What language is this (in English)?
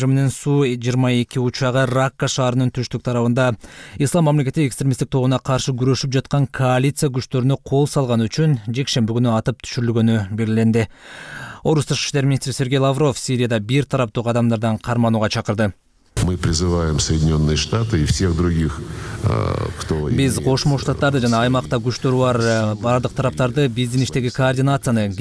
Kyrgyz